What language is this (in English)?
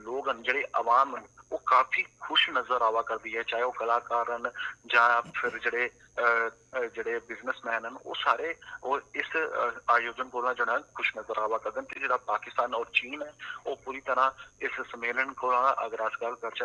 Dogri